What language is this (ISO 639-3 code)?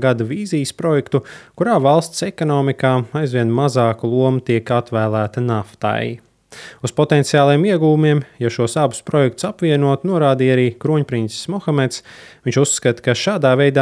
lav